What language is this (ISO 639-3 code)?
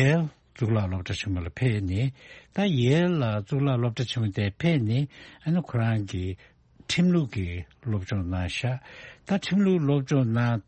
bod